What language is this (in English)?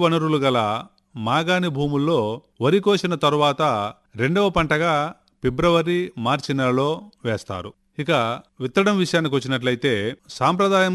Telugu